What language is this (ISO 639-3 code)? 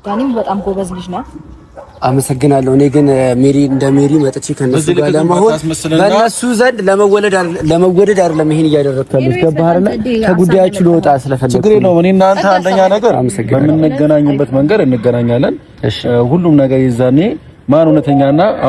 amh